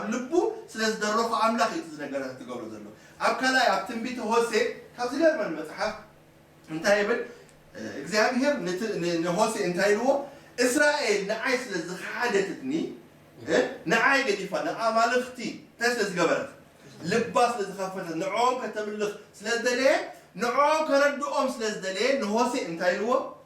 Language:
Tigrinya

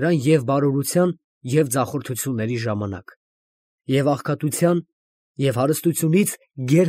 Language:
Armenian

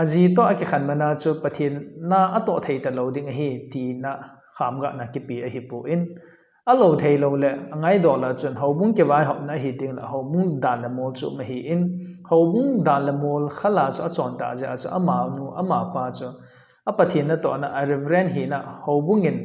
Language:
Thado Chin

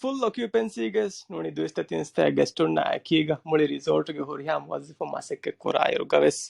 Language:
Divehi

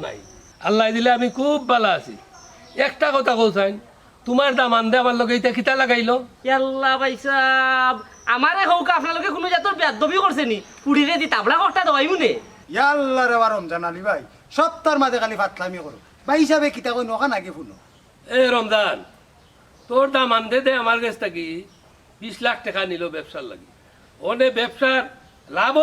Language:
Sylheti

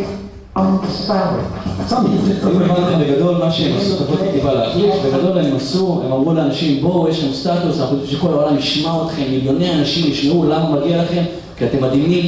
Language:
Hebrew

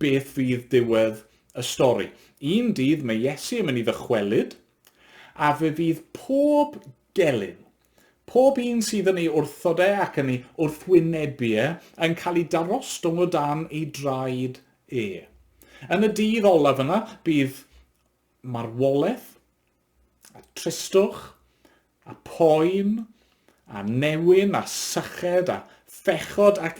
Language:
Welsh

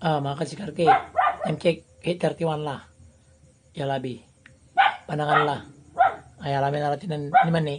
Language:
Pangasinan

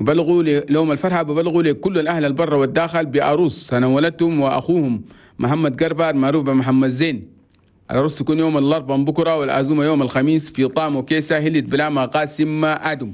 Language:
Chadian Arabic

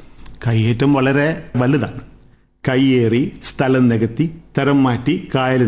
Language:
Malayalam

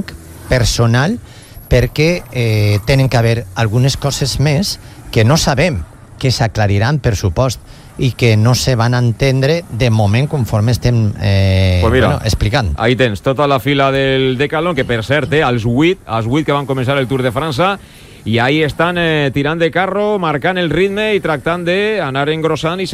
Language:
Catalan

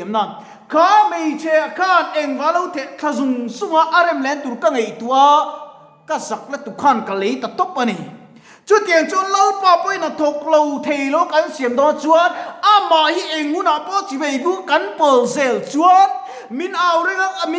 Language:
Mizo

